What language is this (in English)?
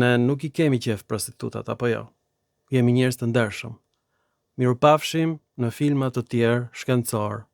Albanian